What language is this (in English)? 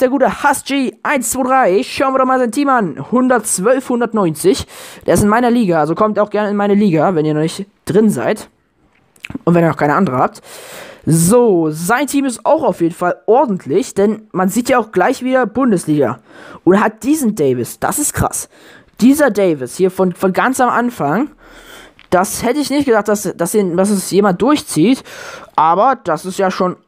German